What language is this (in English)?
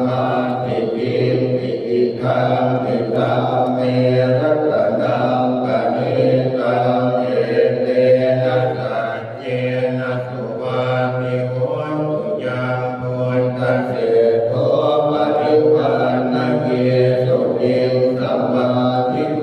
Pali